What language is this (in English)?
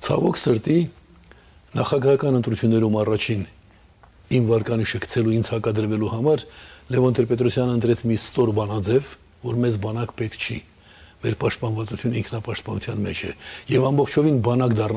Armenian